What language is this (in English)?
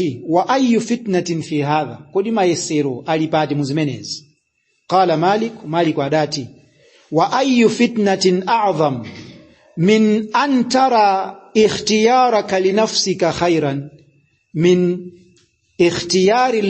Nyanja